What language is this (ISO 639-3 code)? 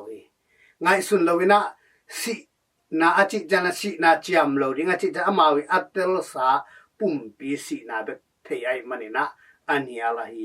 ctd